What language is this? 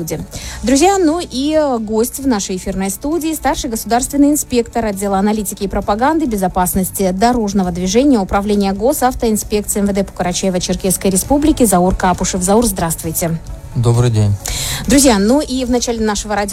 Russian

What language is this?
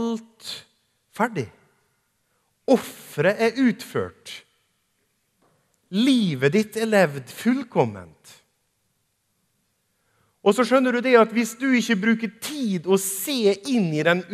Norwegian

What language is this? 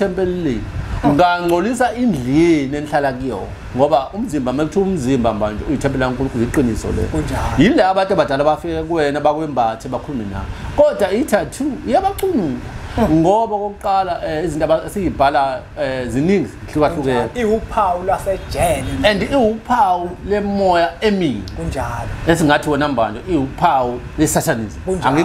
Zulu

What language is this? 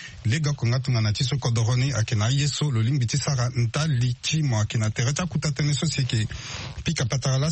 Sango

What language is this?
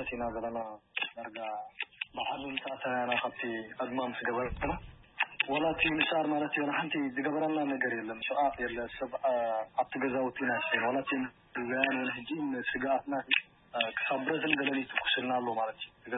Tigrinya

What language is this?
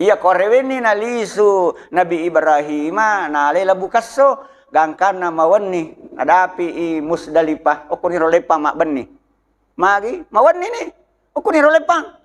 Buginese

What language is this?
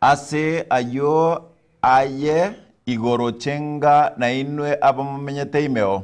Gusii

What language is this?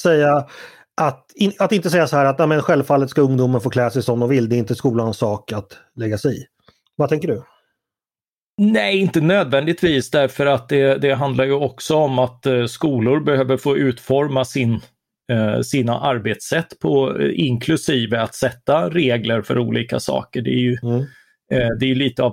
Swedish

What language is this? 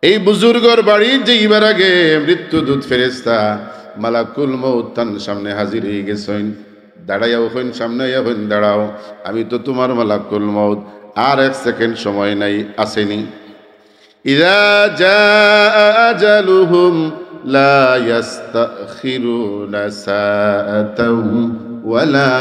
Sylheti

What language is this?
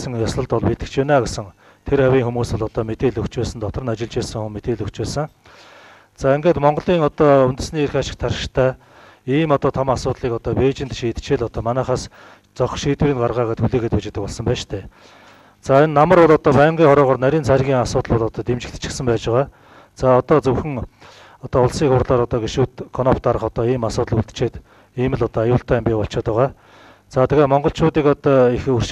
Mongolian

